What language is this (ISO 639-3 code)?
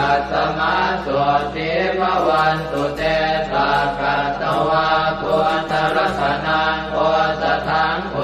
pli